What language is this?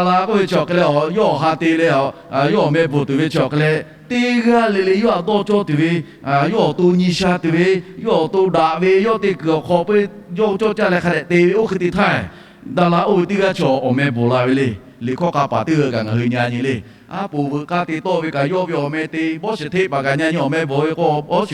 Lahu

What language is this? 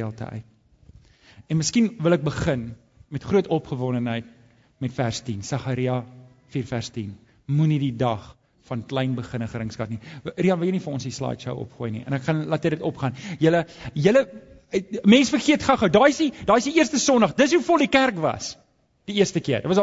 Afrikaans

